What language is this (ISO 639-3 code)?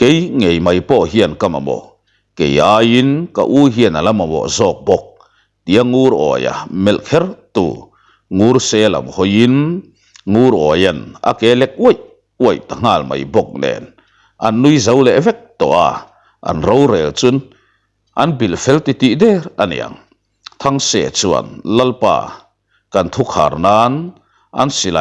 lus